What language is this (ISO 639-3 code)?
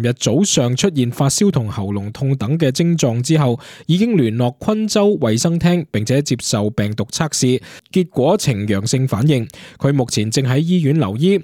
yue